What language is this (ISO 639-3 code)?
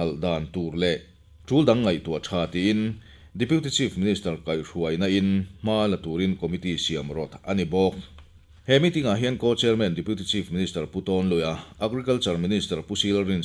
lus